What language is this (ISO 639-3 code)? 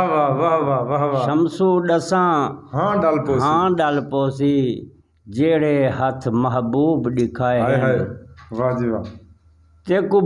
skr